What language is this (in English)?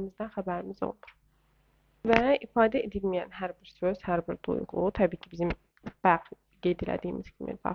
Azerbaijani